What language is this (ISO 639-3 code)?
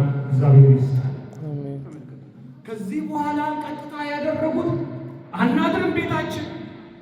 amh